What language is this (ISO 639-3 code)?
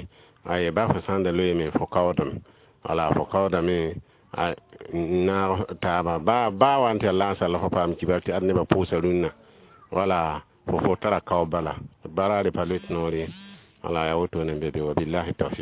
mos